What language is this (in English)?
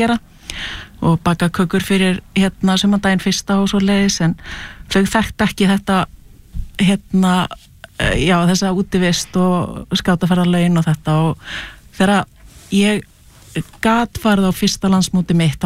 Icelandic